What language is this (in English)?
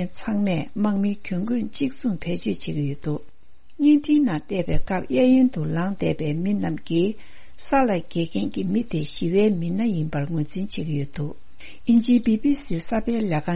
Tibetan